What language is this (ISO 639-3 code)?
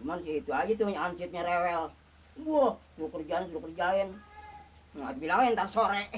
bew